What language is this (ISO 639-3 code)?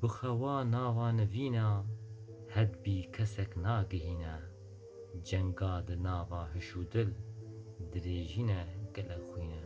kur